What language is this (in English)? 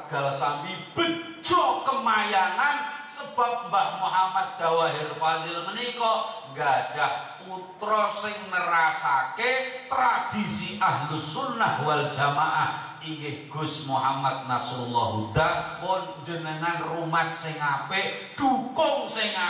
Javanese